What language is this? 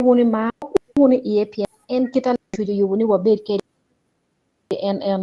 Acoli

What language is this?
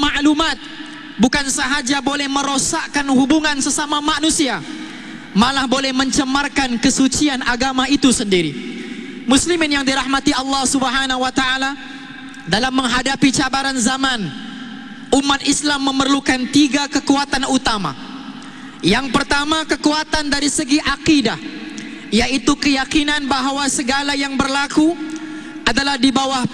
Malay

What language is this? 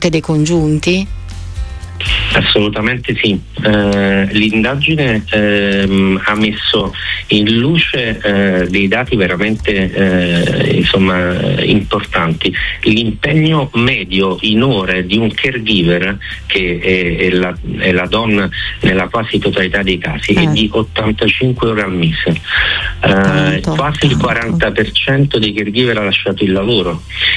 Italian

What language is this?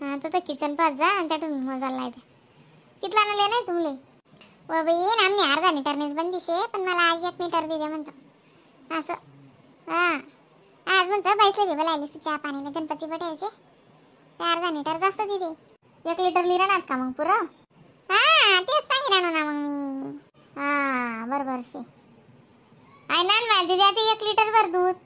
Khandesi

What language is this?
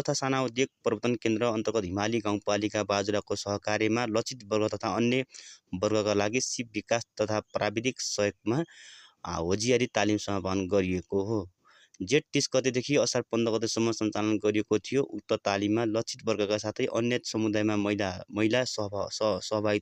Nepali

